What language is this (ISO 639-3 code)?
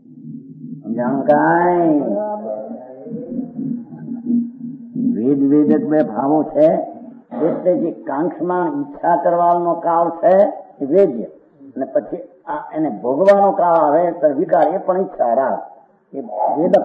guj